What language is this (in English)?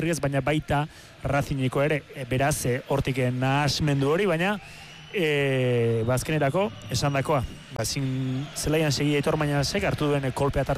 Basque